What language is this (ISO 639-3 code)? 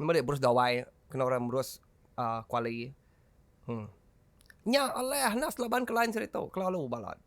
iba